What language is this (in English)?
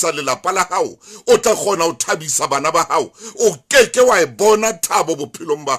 Southern Sotho